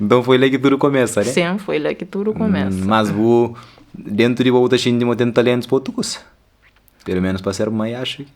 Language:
Kabuverdianu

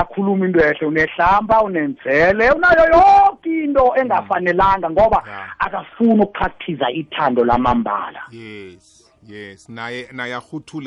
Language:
South Ndebele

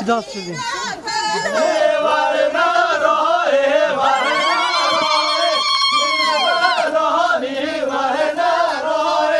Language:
Kurdish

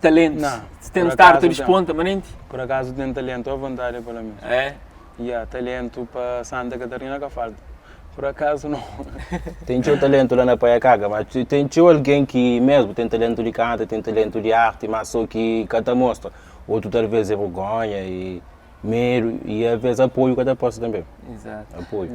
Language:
Kabuverdianu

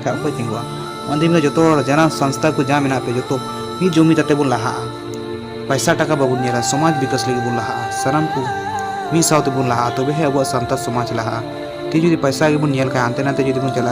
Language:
Santali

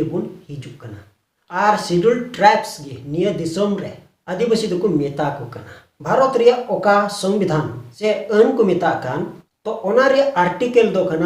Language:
Santali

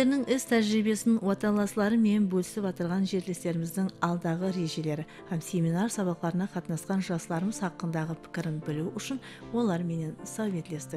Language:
Kara-Kalpak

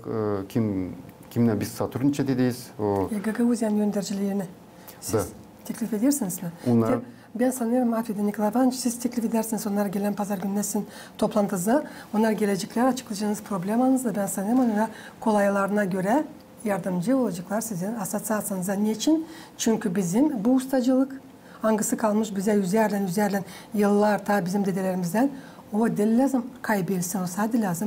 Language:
Gagauz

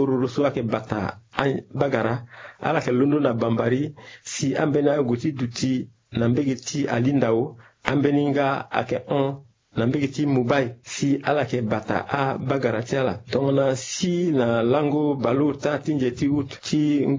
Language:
Sango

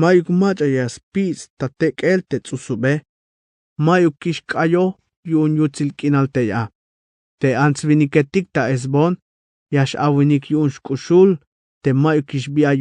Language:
Tzeltal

